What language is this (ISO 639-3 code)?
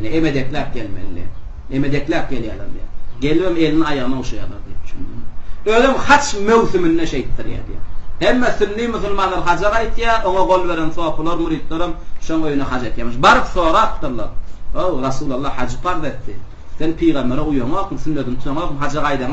tuk